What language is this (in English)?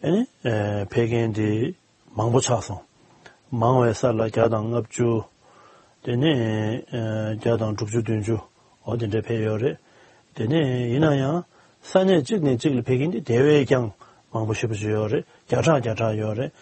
Tibetan